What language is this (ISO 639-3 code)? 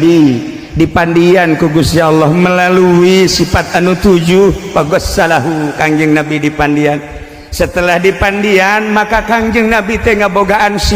sun